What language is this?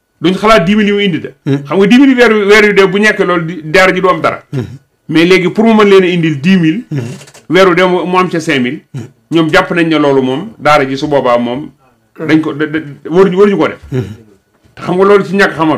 Wolof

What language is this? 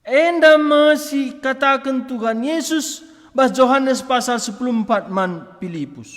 Batak Karo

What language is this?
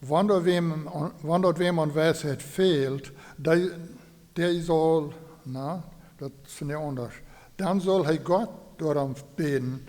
Plautdietsch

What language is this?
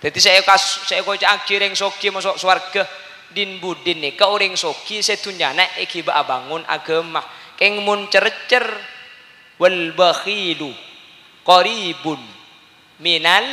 Madurese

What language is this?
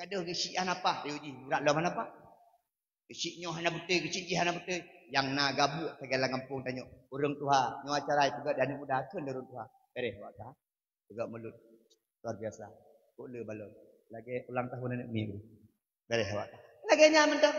Achinese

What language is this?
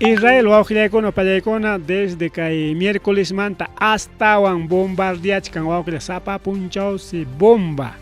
Ayacucho Quechua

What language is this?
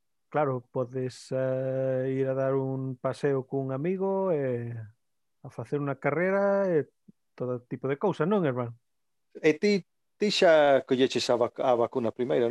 Galician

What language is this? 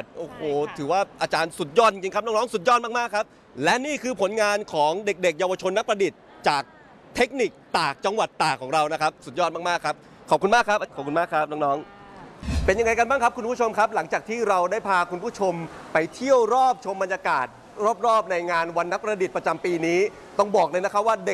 Thai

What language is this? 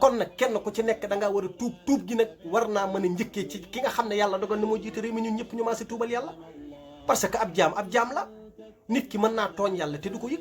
Wolof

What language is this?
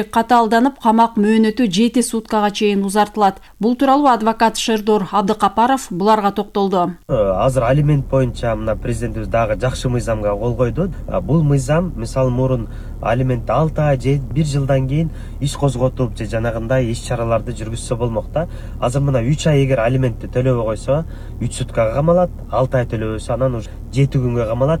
Kyrgyz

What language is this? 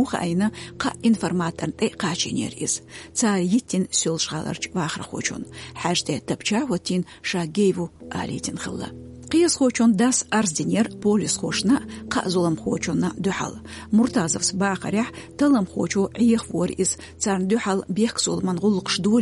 Chechen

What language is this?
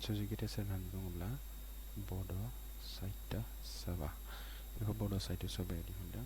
Bodo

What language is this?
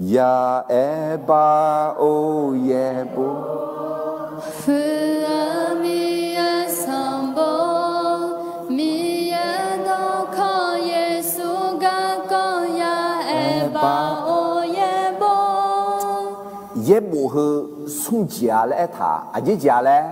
Akha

